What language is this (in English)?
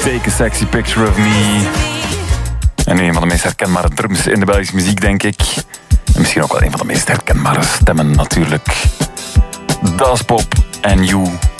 Dutch